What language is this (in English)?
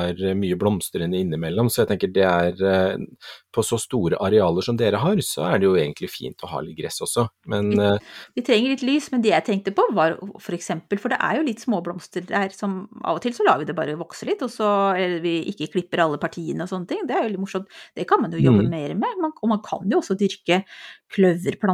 Norwegian